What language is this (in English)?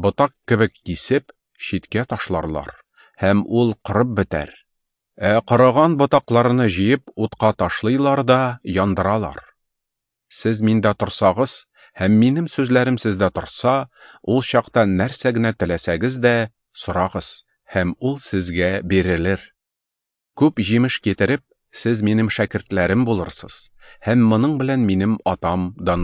Tatar